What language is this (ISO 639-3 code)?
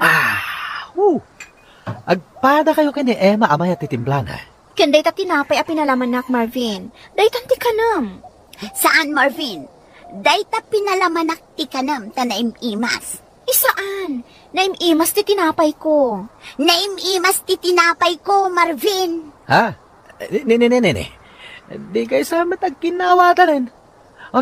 ilo